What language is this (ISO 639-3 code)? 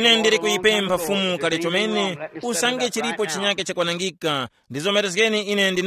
tum